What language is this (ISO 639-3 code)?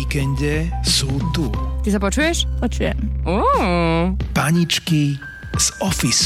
slk